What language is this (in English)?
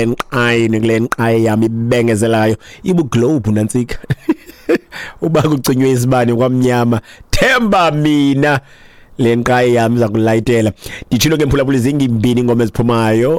Xhosa